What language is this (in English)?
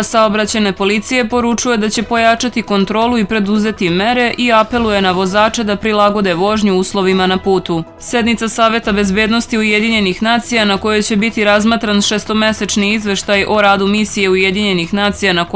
Serbian